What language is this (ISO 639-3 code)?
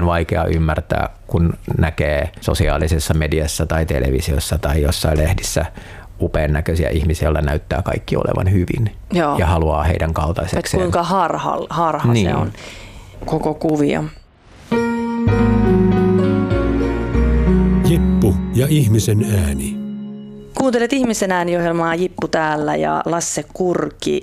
fin